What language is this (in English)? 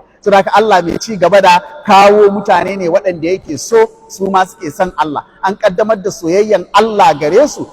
Hausa